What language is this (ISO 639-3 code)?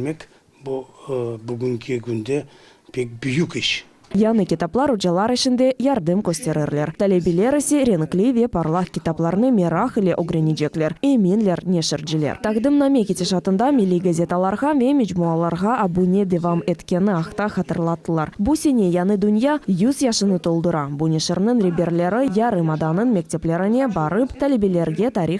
crh